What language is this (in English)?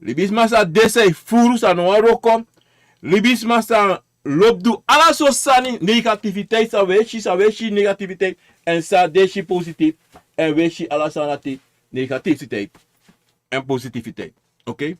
Sranan Tongo